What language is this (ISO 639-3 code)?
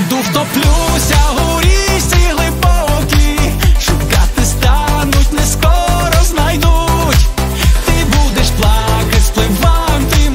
ukr